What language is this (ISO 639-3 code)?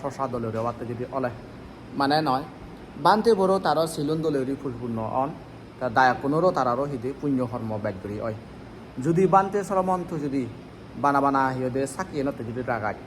ccp